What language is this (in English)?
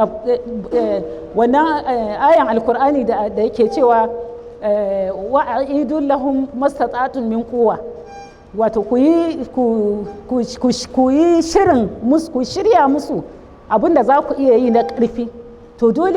Hausa